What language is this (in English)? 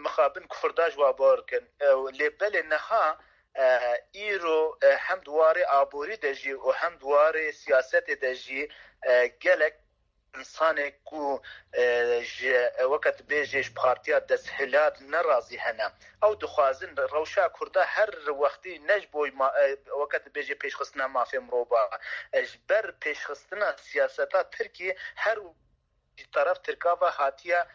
Kurdish